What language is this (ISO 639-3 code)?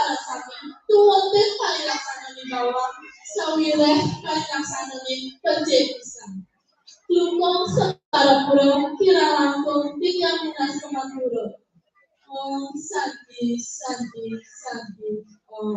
ban